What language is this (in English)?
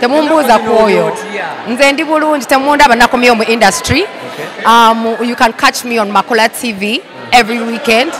Ganda